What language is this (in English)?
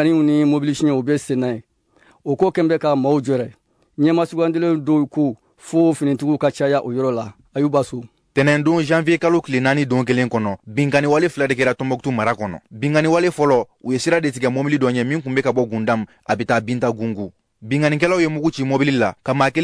Bambara